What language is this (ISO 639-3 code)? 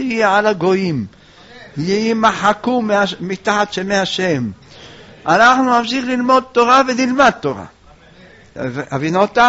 heb